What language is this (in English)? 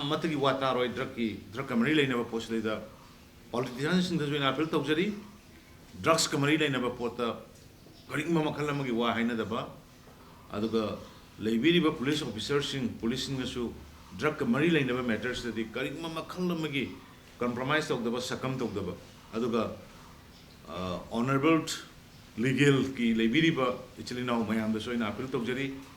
Manipuri